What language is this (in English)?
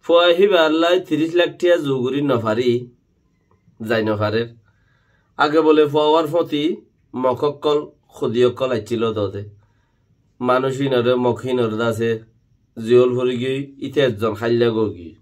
Rohingya